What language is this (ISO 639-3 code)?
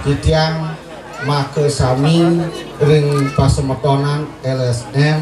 ban